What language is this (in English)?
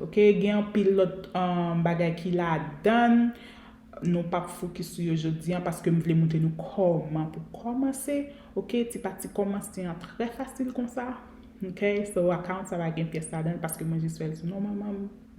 Haitian Creole